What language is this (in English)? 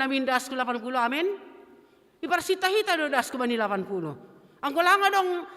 Batak Simalungun